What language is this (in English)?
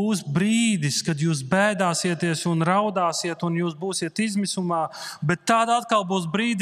Latvian